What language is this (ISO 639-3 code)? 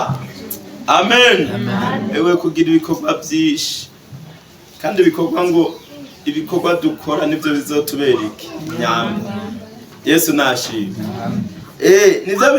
run